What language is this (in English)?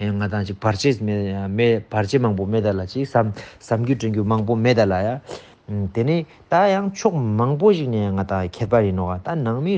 Ladakhi